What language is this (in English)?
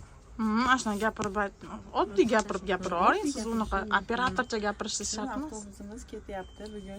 Uzbek